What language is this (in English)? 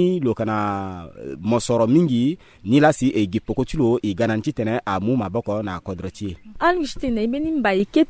Sango